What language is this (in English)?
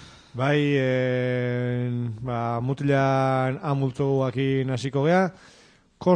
Basque